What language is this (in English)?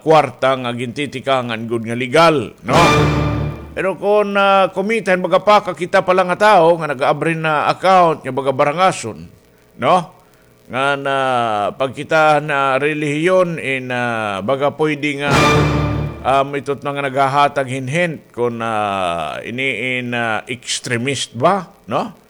Waray